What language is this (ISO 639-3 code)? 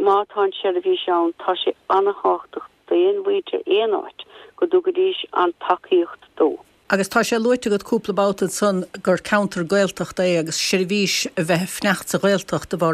gle